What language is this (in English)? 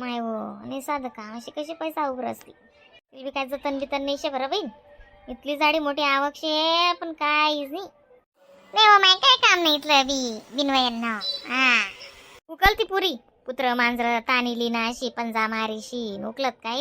Khandesi